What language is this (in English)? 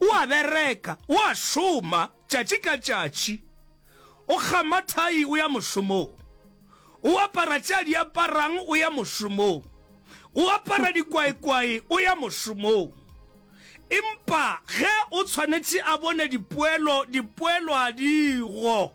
Northern Sotho